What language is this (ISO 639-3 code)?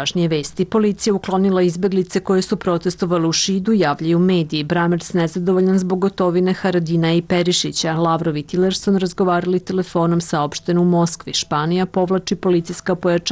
srp